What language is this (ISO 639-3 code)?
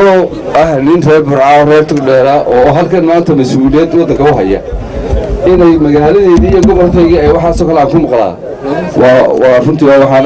som